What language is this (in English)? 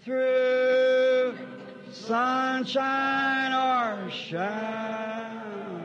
Ewe